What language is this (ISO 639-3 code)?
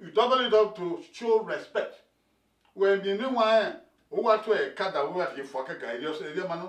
bin